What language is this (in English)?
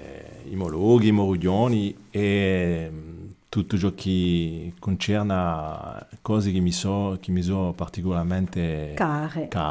Corsican